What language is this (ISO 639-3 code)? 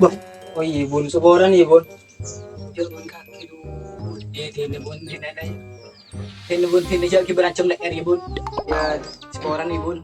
mad